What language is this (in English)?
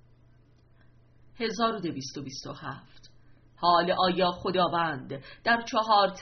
Persian